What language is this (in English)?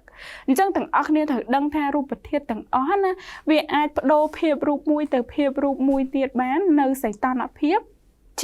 Khmer